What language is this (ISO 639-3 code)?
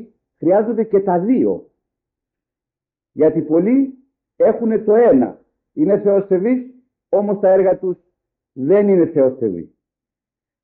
ell